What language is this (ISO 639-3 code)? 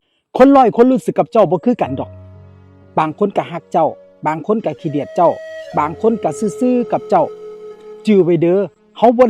lao